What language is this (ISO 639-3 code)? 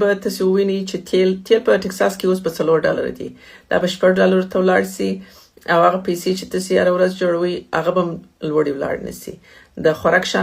pus